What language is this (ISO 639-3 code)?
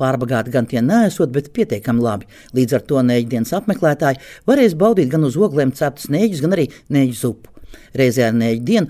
lav